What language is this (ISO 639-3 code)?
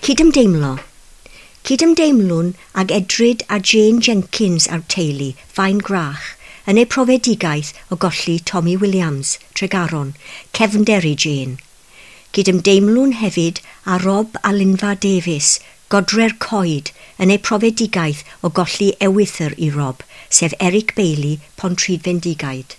cym